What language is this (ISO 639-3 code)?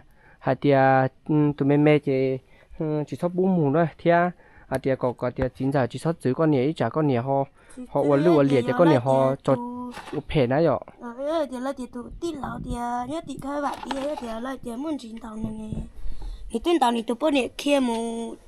hmn